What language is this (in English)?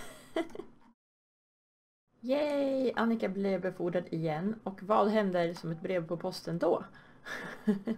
Swedish